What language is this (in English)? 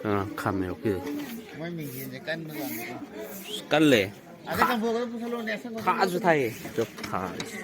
Manipuri